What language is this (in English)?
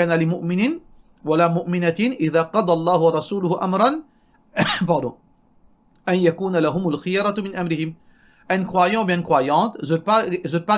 Morisyen